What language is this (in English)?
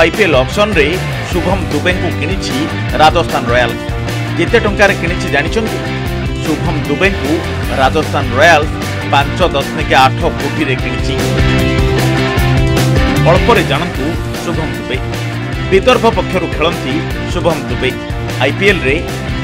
Odia